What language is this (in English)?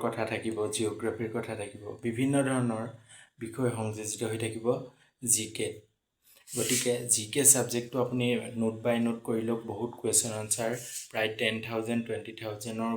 Assamese